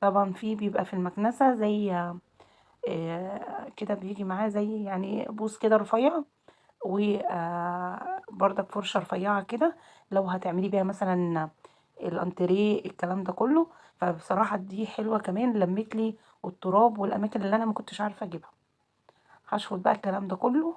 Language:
Egyptian Arabic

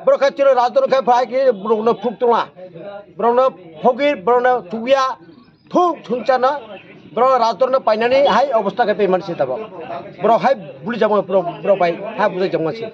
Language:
Kok Borok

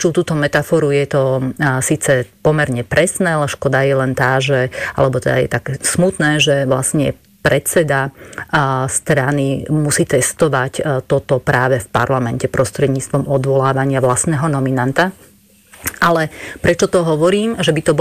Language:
Slovak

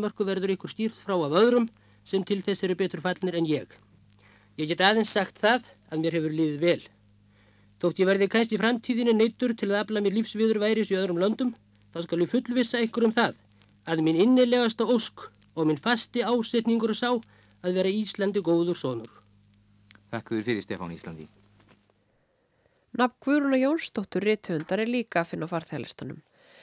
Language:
Icelandic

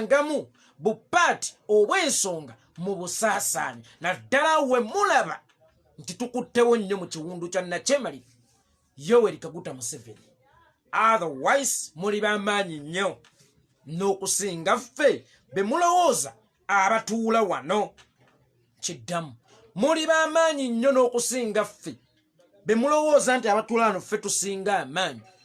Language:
Ganda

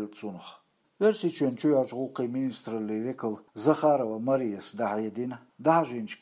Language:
Chechen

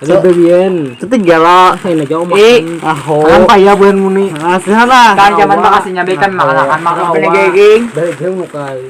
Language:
Banjar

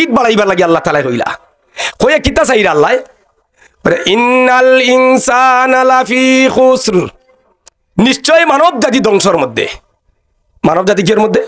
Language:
Sylheti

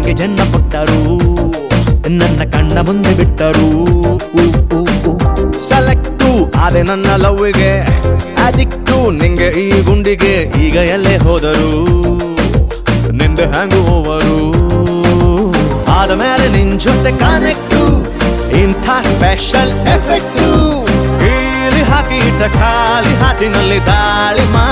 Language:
Kannada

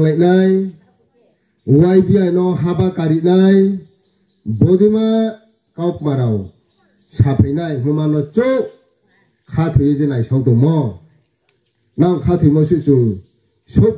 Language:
Riang (India)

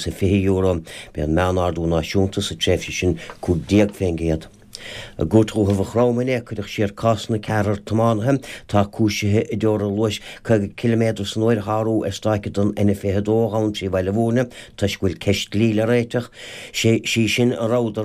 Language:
Irish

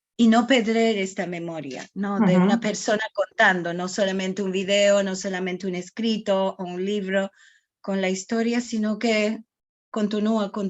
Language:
Ladino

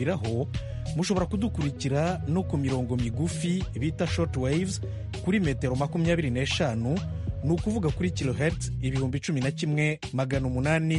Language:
Kinyarwanda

